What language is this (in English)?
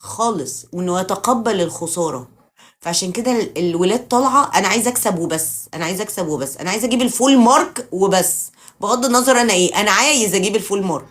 Egyptian Arabic